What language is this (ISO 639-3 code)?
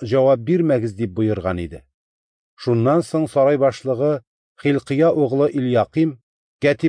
tat